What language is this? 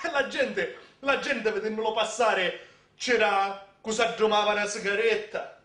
Sicilian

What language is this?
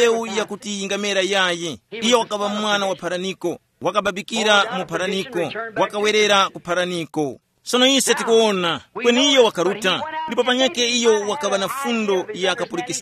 Tumbuka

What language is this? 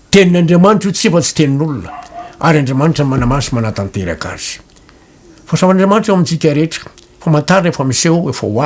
Malagasy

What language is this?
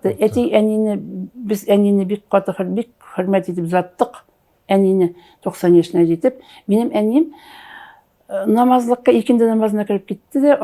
Tatar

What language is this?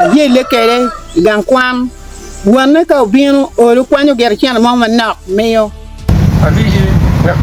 Acoli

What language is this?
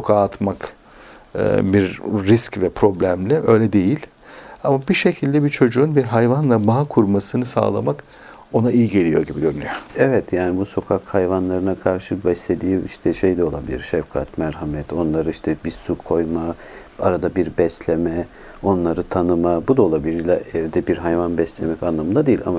Turkish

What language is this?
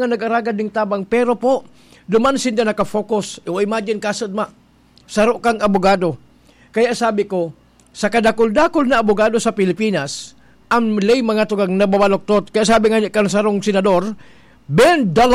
Bikol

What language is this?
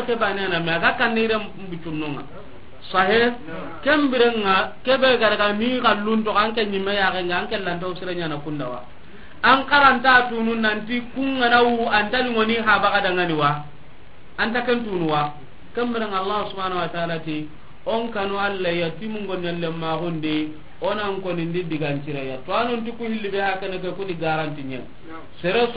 Soninke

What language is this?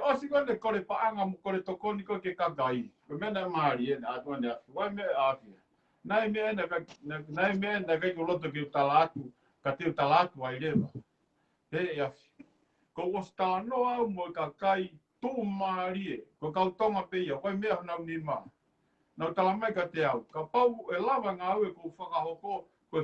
Tongan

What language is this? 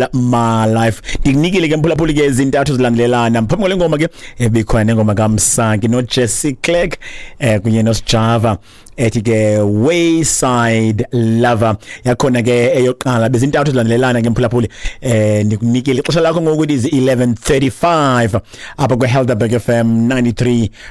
Xhosa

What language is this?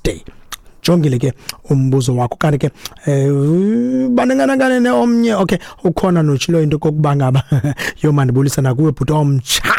Xhosa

